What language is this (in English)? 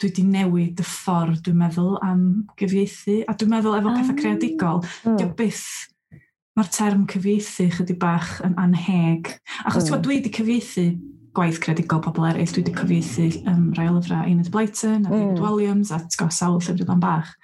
Welsh